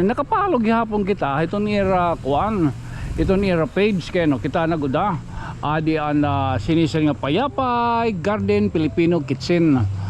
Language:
Waray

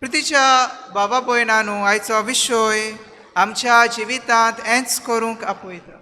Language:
Konkani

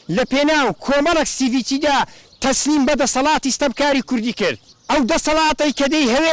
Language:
Central Kurdish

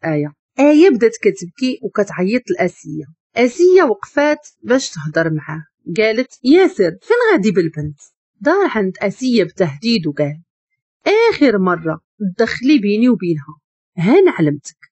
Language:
Moroccan Arabic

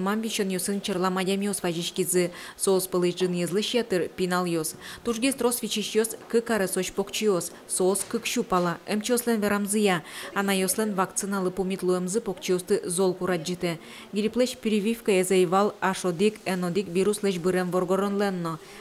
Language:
Udmurt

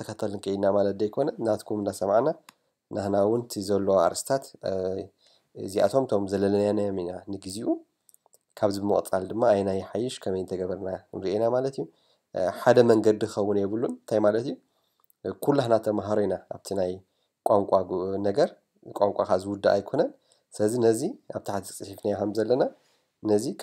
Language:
Tigrinya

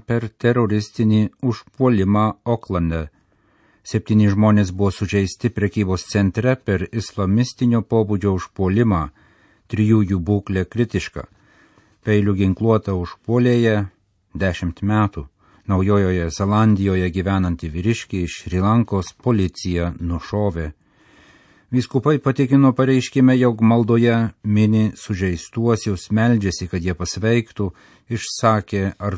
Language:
Lithuanian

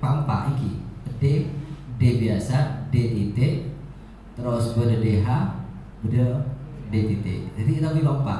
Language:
Madurese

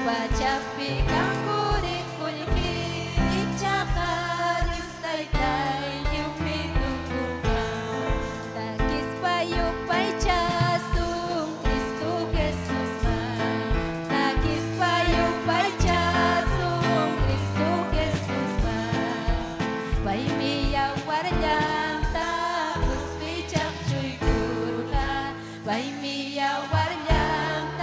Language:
Ayacucho Quechua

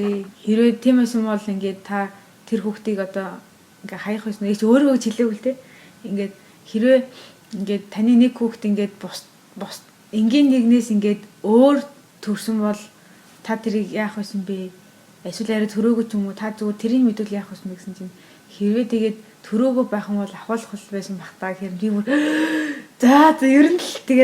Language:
Mongolian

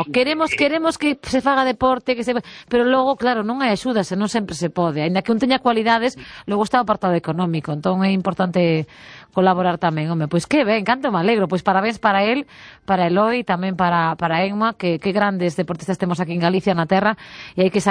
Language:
Galician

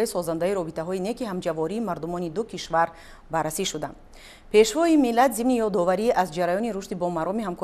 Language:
Tajik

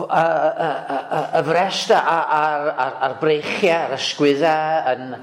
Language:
Welsh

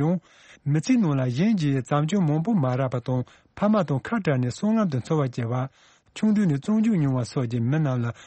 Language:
Tibetan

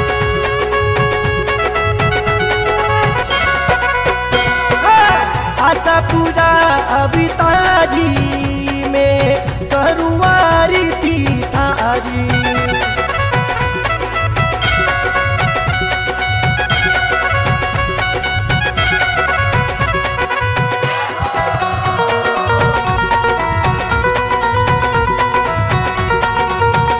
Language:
Bhojpuri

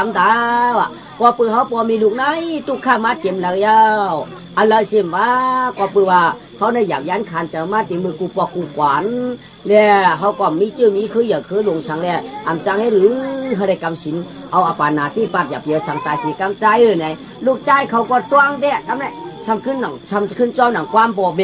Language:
Shan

